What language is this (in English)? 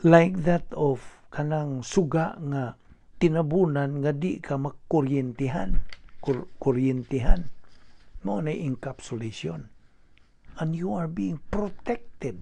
Cebuano